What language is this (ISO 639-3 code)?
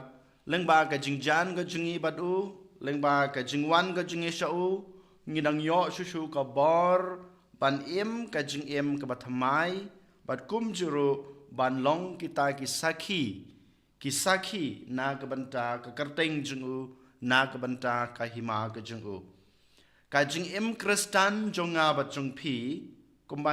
kha